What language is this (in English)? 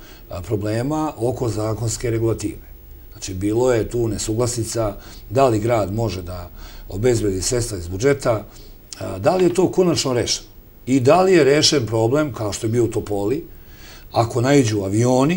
Serbian